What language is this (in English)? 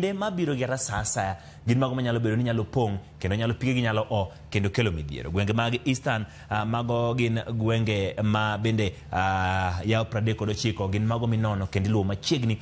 Luo (Kenya and Tanzania)